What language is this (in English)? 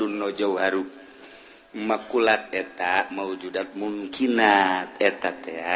Sundanese